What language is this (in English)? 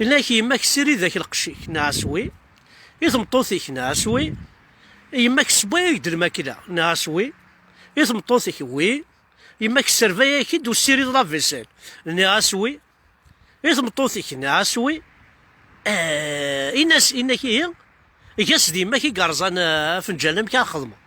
Kabyle